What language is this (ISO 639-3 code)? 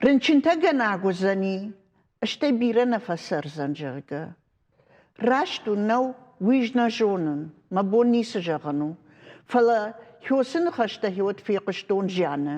oss